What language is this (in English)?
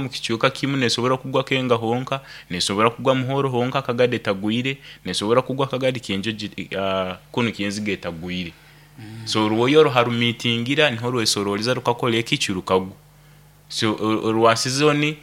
Nyoro